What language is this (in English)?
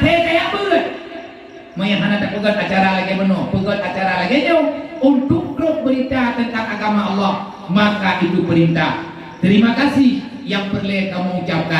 Achinese